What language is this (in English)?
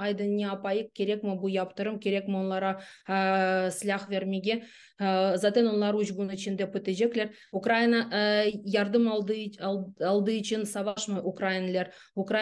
Crimean Tatar